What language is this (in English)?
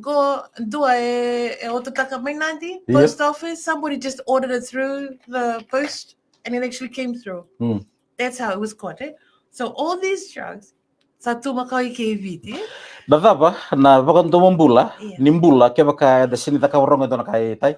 Fijian